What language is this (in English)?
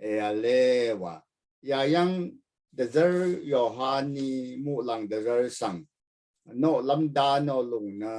Rawang